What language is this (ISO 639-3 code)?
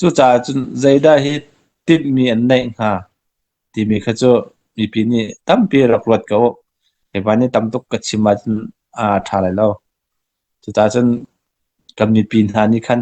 cnh